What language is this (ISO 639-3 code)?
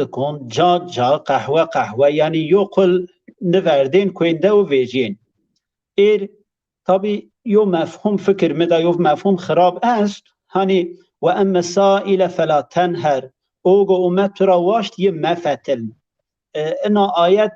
zza